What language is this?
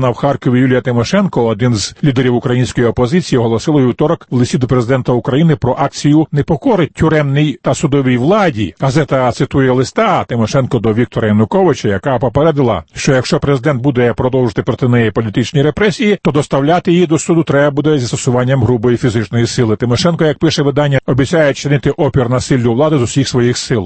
Ukrainian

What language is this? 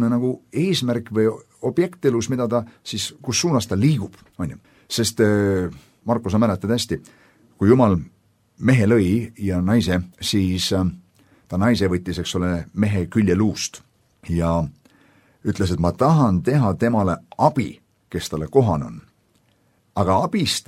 Estonian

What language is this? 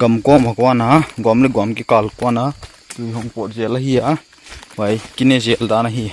Paite Chin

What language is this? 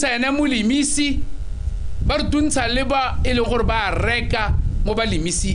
Tswana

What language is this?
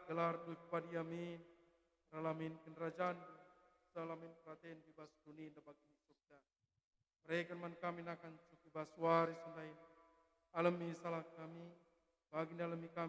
Batak Karo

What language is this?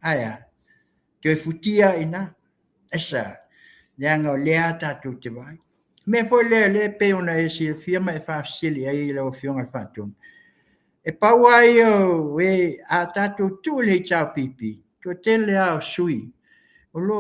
Samoan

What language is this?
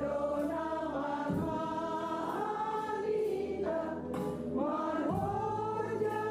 Batak Simalungun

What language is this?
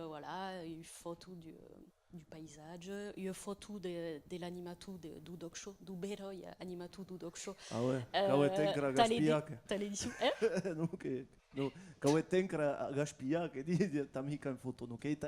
Occitan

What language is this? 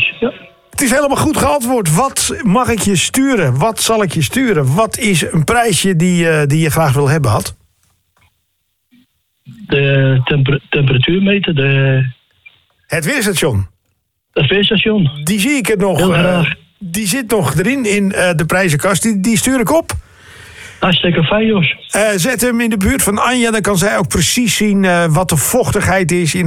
Dutch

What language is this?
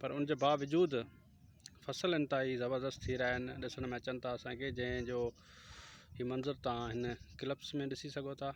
Sindhi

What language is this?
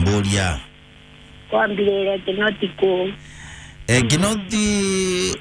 Meru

